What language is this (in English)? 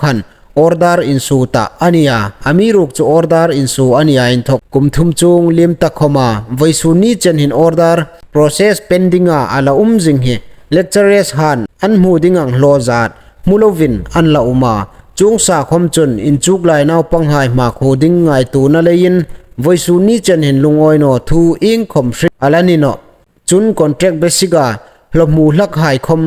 Hmar